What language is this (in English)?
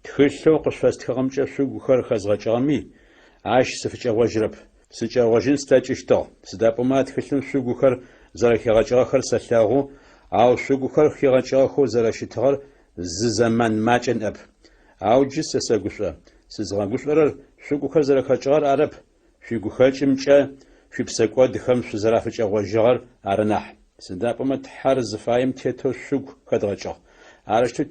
Adyghe